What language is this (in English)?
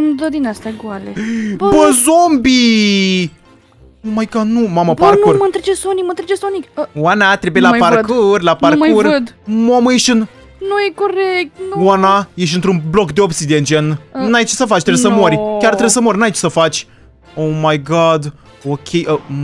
Romanian